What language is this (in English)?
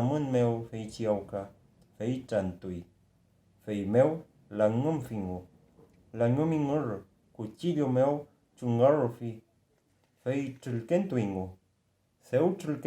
Mapuche